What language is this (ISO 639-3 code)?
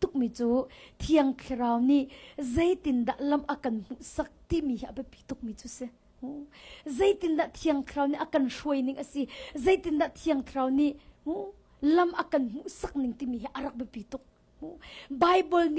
cnh